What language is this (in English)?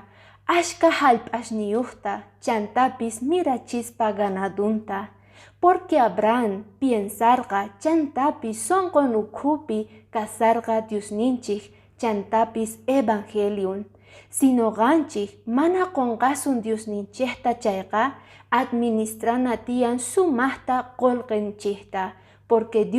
Quechua